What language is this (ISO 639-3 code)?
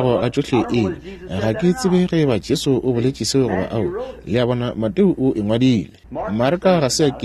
nso